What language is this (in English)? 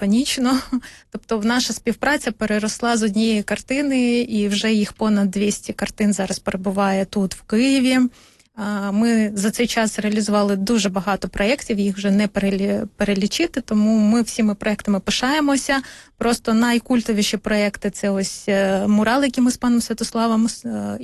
Ukrainian